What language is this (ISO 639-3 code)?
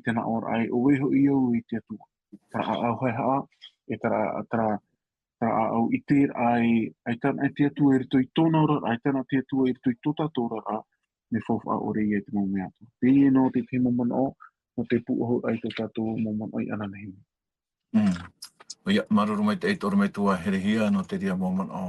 tah